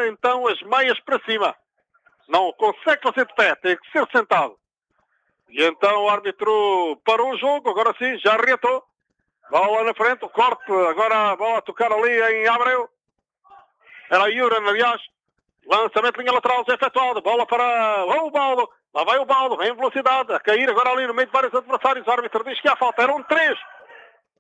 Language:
Portuguese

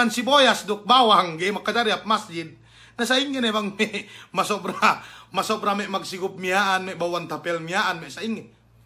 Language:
Yakan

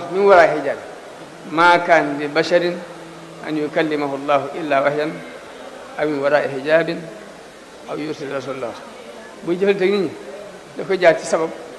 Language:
Wolof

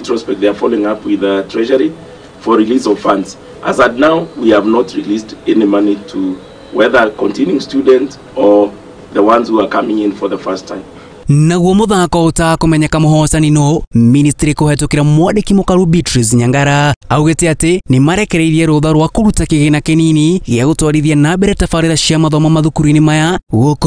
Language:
Kikuyu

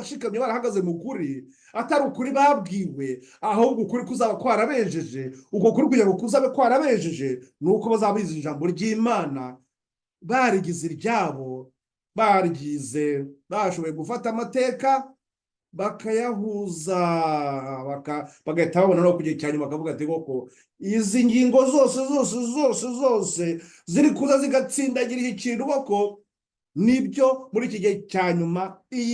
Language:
Kinyarwanda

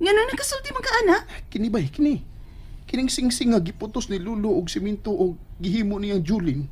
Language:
Cebuano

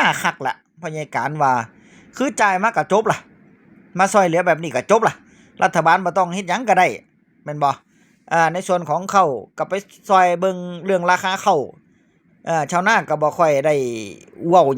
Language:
Northeastern Thai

